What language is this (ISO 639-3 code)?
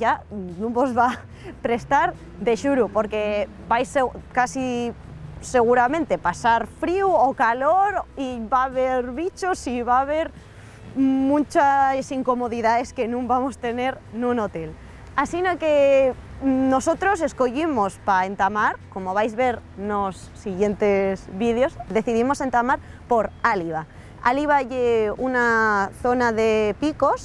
ast